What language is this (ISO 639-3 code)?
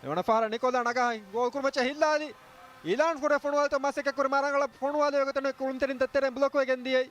div